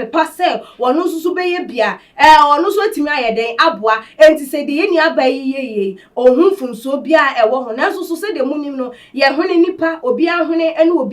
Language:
Akan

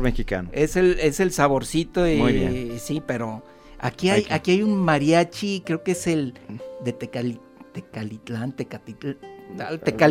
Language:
Spanish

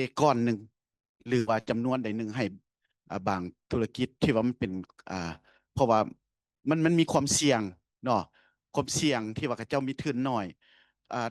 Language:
Lao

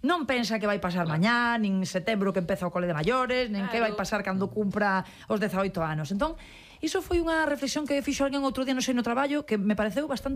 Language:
Galician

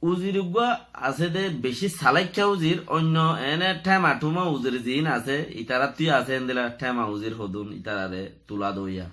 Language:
Rohingya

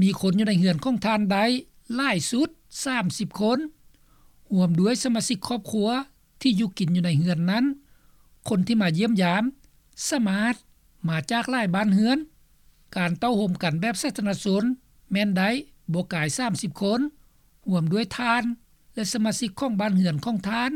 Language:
Lao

